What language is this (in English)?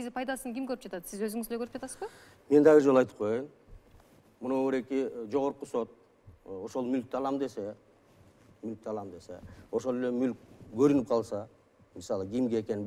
Kyrgyz